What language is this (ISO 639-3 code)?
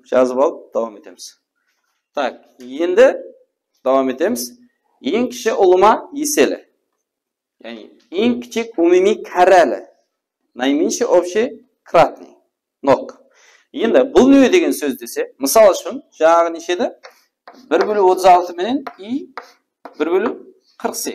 kaa